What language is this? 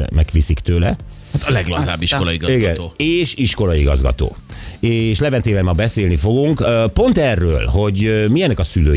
Hungarian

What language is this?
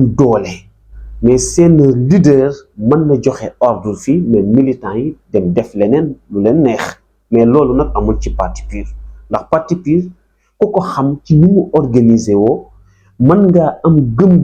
Wolof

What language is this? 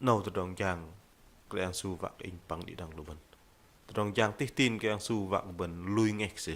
Bahnar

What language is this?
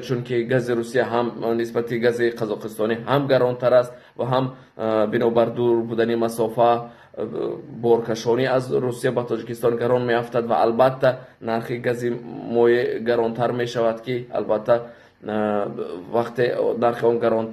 Tajik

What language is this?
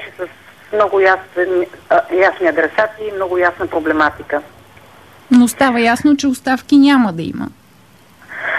Bulgarian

